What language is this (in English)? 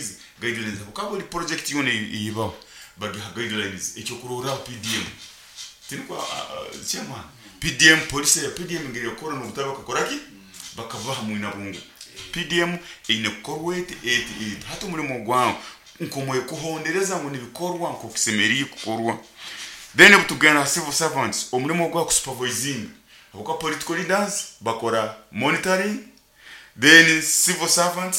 Nyoro